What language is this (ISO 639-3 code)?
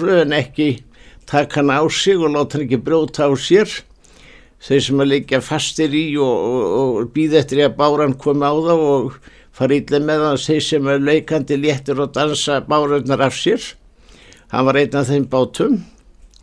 isl